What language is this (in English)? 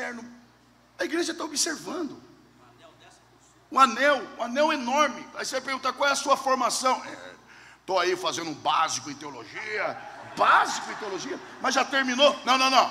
Portuguese